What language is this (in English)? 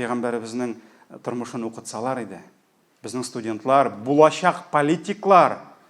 Tatar